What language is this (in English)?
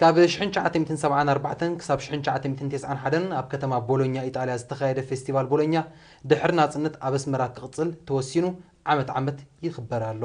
Tigrinya